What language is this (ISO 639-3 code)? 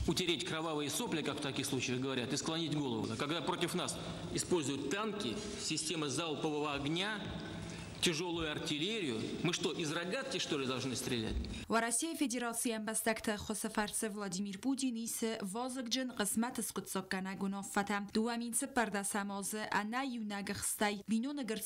oss